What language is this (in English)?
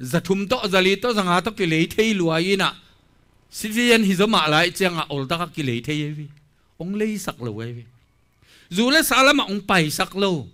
Tedim Chin